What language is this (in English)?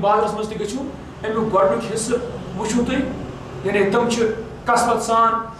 Kashmiri